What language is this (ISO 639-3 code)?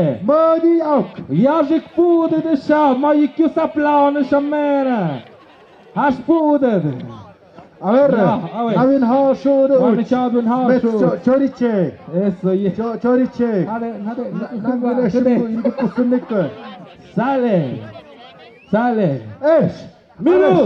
mxp